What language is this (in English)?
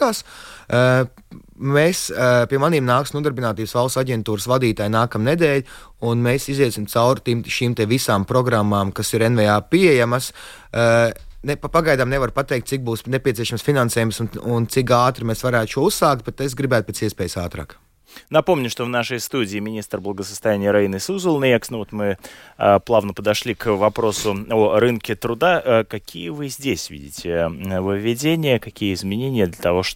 Latvian